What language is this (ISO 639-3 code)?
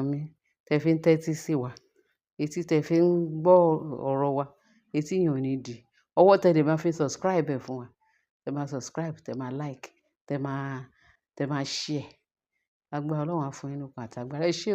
yor